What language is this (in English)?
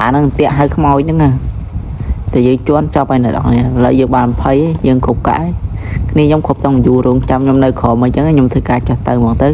Khmer